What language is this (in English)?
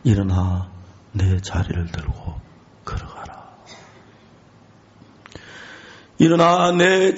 Korean